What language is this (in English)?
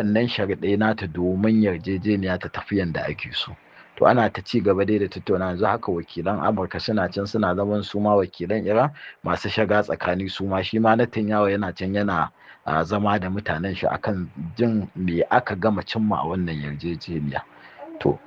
Hausa